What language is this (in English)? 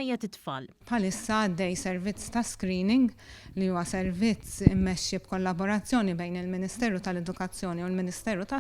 Maltese